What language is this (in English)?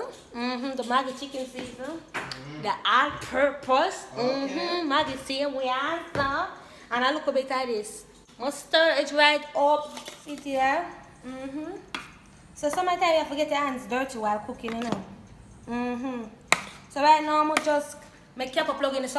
Jamaican Creole English